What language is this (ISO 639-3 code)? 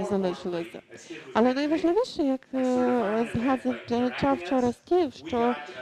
ukr